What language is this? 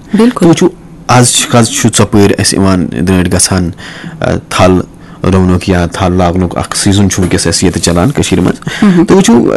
Kashmiri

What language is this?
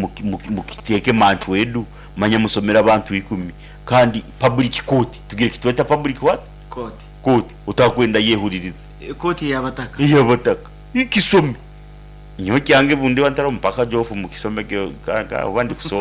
Nyoro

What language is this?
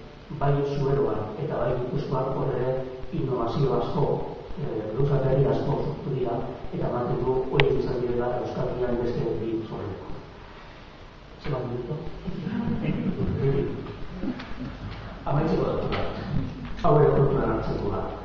Basque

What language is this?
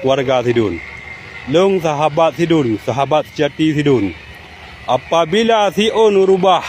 Achinese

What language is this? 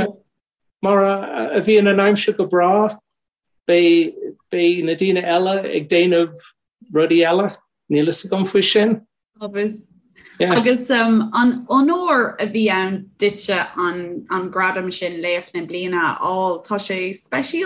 Irish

